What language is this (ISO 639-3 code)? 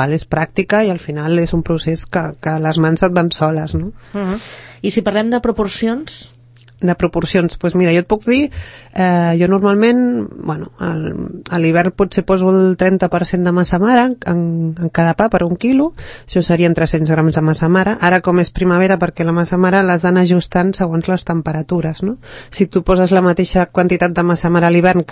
cat